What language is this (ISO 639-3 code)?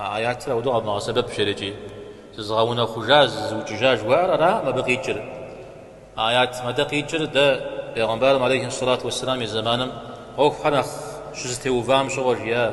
kbd